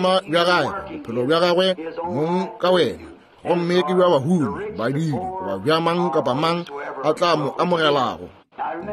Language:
Northern Sotho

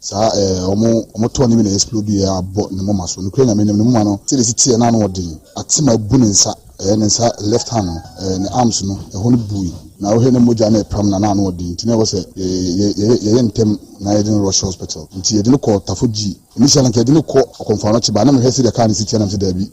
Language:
Akan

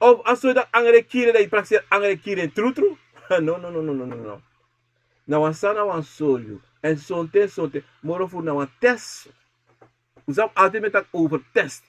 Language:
Sranan Tongo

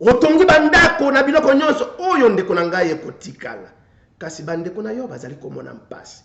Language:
Lingala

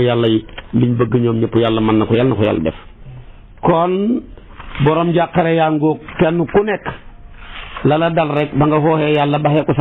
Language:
Wolof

